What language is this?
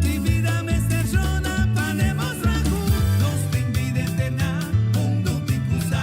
Papiamento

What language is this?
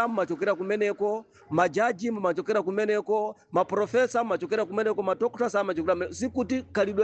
Nyanja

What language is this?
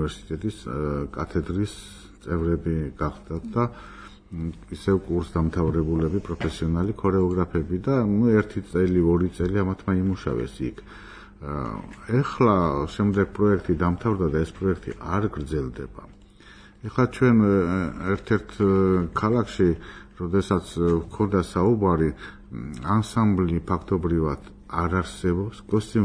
Georgian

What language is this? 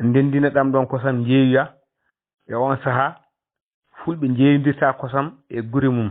Fula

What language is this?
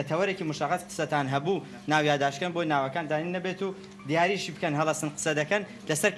Central Kurdish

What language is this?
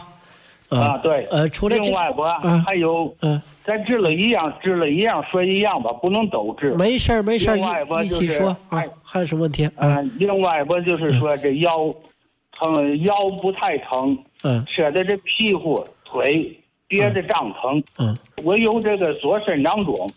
Chinese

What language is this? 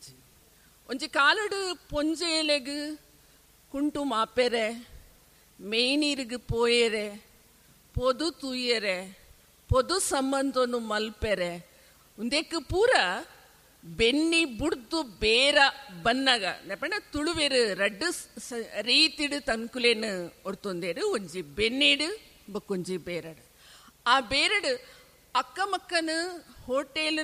Tulu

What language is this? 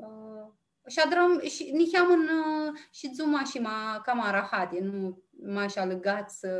Aromanian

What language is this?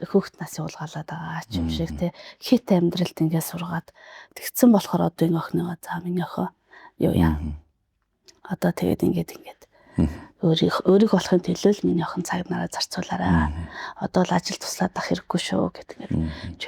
Mongolian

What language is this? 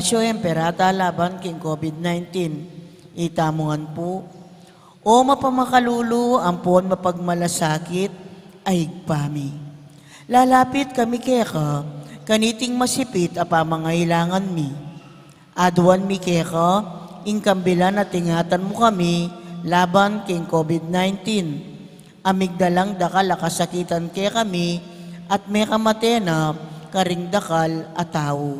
Pampanga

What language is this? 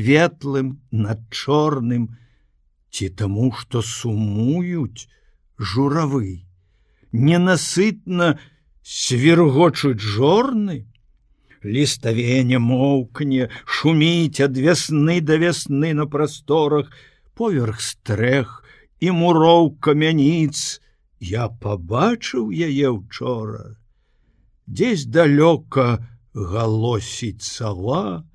Belarusian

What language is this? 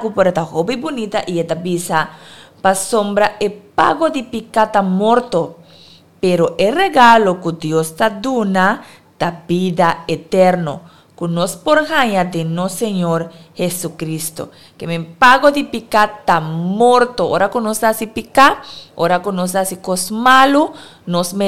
Papiamento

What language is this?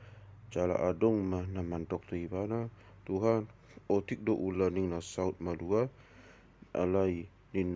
Batak Toba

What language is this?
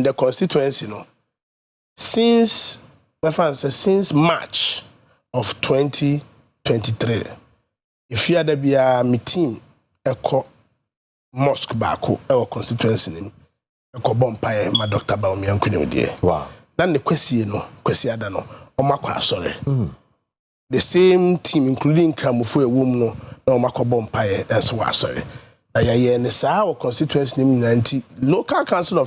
Akan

